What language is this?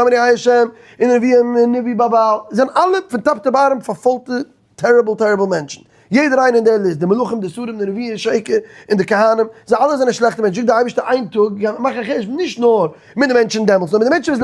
Yiddish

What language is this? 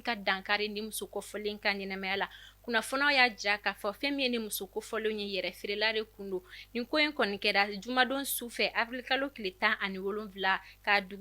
Bambara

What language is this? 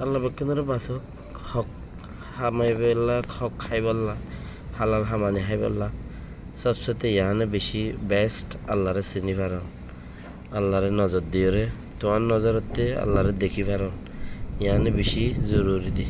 Rohingya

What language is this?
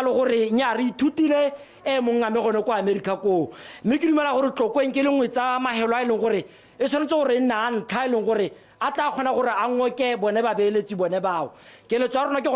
Tswana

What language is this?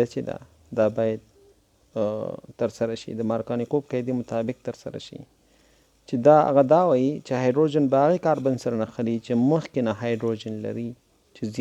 Pashto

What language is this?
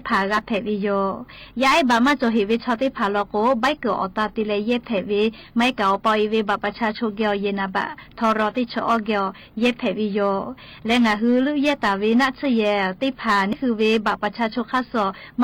Lahu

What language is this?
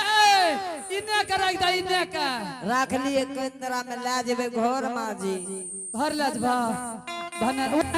Angika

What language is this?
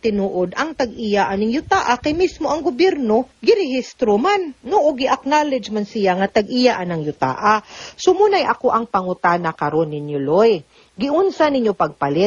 Cebuano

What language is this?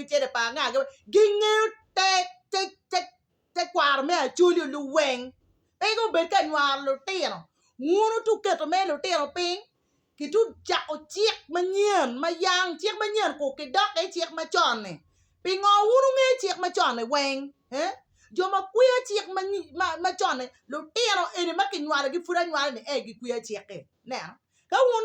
Acoli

